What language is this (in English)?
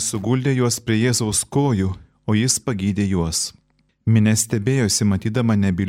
Lithuanian